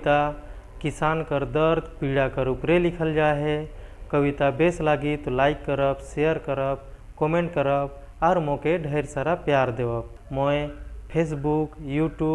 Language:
Sadri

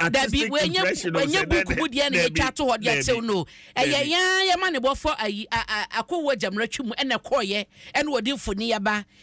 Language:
Akan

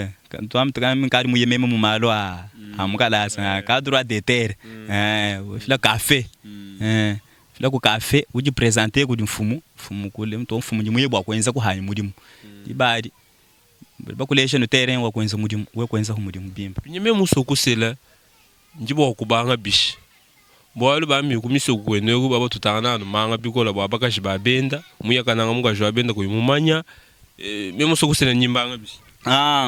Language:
Luba-Lulua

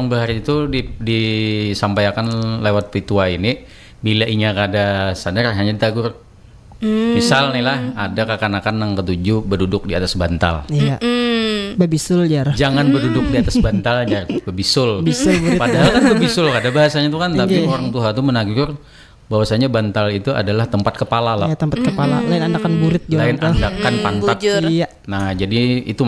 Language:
Banjar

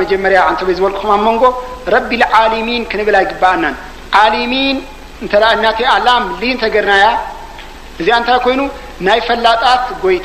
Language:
Tigrinya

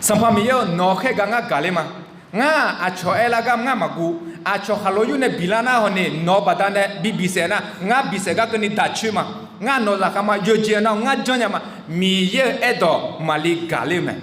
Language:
Akha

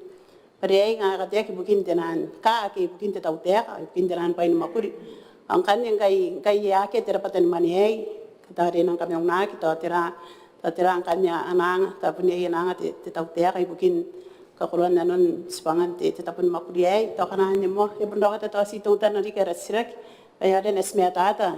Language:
Gilbertese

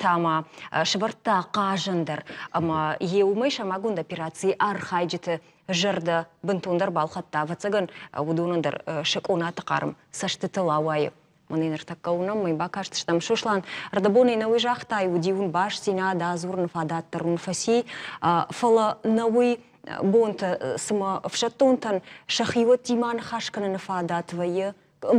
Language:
Ossetic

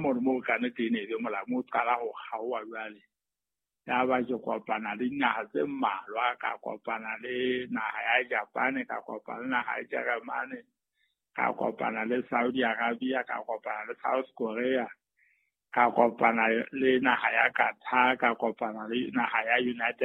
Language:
Southern Sotho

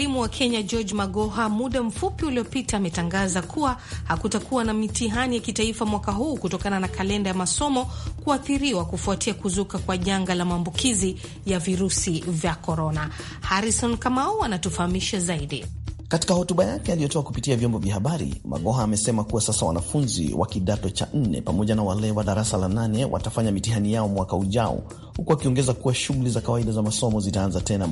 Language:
Swahili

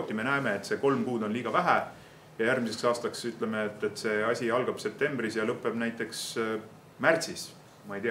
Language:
Estonian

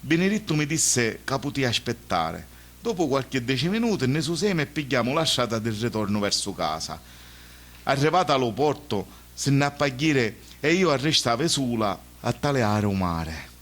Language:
Sicilian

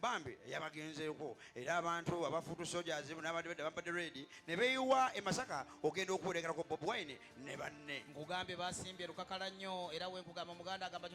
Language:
Ganda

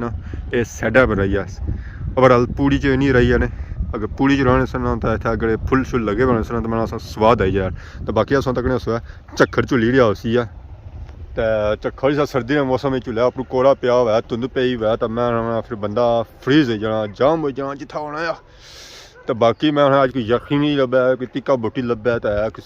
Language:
Pahari-Potwari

